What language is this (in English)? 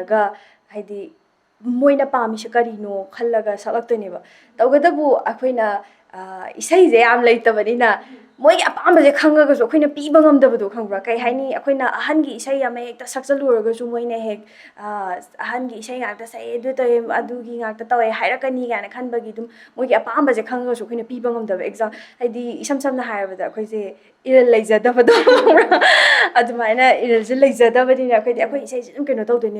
Manipuri